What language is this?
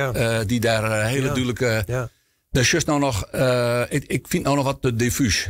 Western Frisian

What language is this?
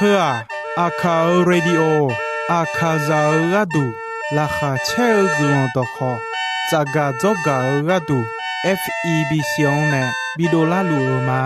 Akha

